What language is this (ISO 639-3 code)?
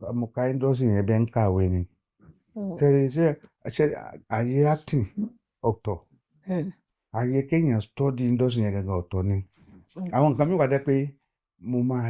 yor